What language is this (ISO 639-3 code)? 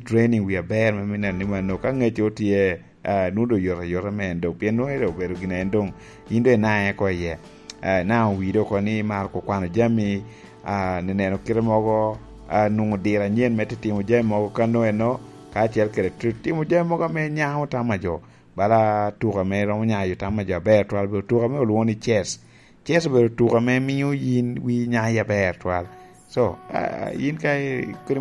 laj